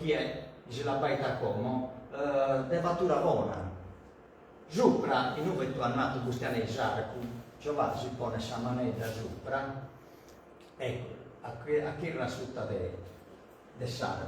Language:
Sardinian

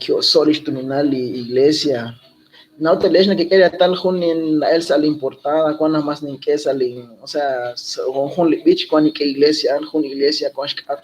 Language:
Kekchí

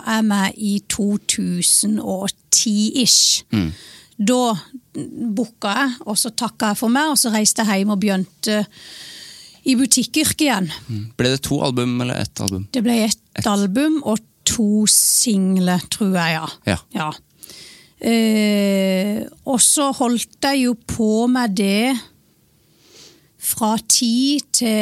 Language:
Norwegian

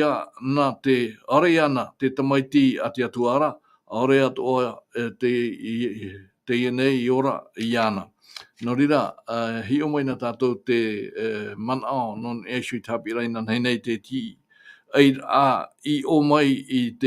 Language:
Tahitian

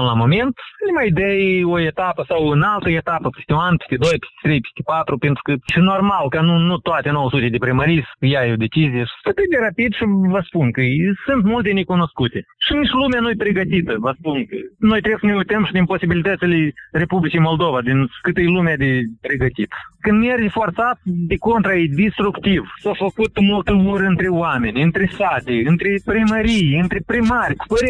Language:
Romanian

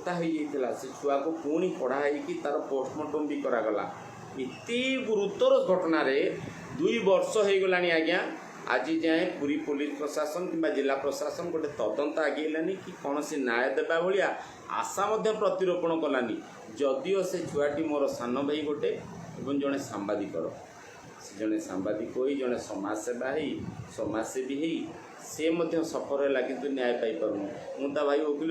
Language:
Odia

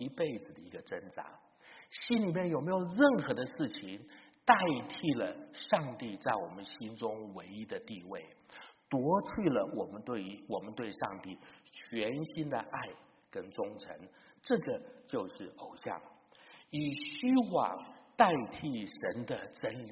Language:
Chinese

